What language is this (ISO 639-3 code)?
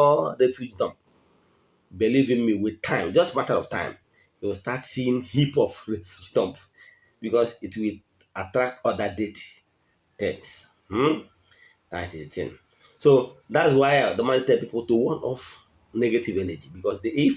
ibo